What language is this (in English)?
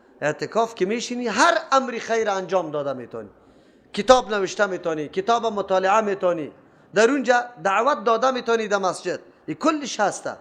Persian